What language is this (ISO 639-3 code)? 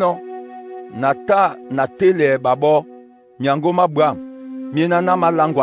dua